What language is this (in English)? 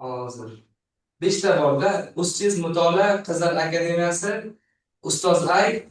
Uzbek